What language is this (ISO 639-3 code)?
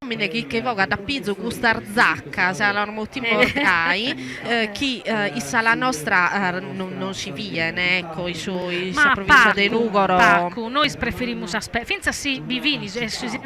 srd